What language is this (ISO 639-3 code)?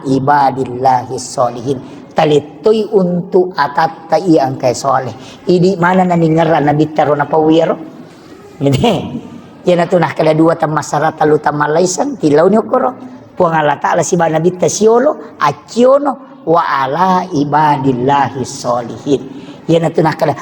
bug